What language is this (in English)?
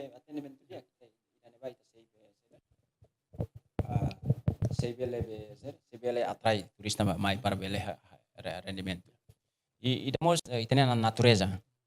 Tetum